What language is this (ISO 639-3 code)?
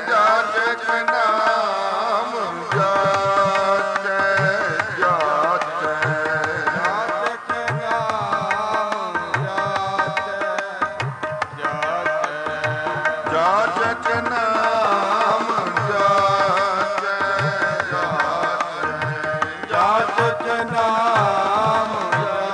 pan